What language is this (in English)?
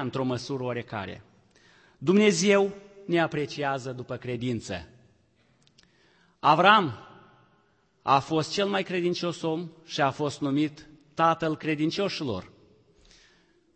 Romanian